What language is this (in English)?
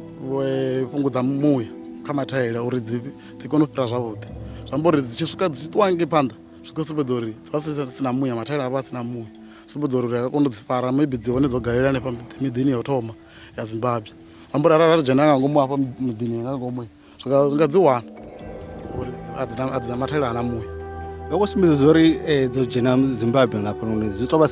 Venda